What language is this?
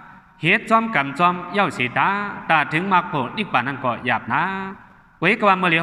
Shan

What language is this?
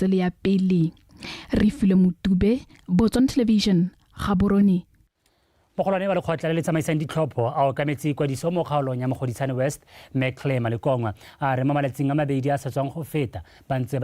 Tswana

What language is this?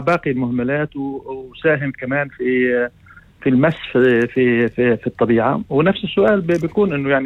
North Levantine Arabic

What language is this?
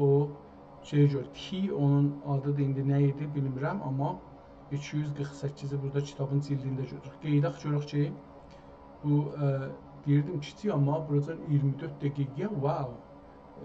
South Azerbaijani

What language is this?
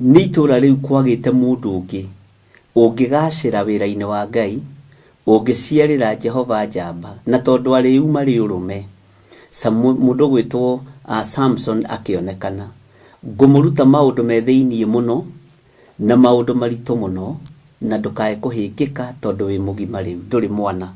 Kikuyu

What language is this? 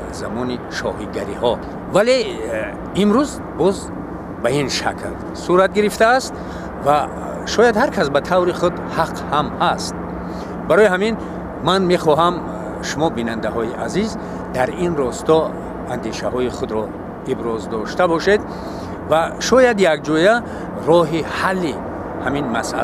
Tajik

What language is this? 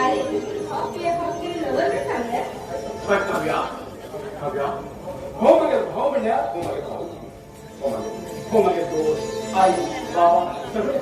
Konkani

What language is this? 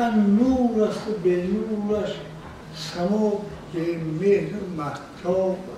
Tajik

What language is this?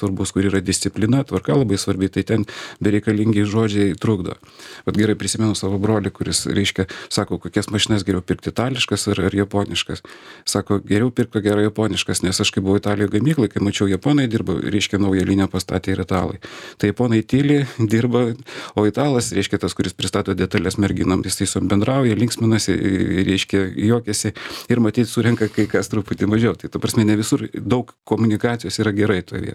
Lithuanian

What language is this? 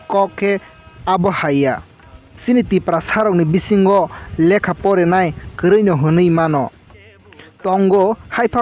Kok Borok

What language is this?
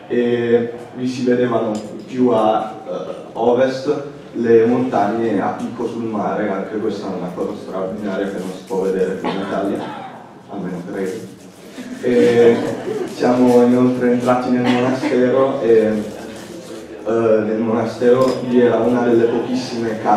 Italian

